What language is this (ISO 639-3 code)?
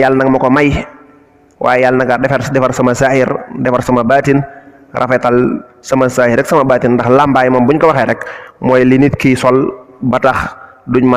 wol